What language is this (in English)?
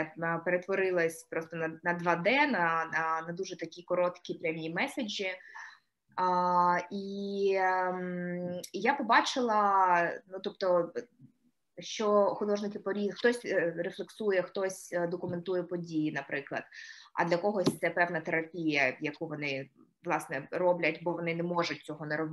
Ukrainian